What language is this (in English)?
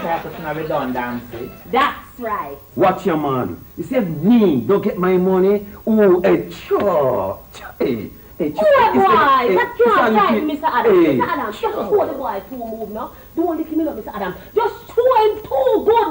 Jamaican Creole English